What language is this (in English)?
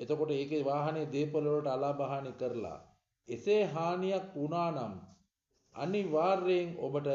Sinhala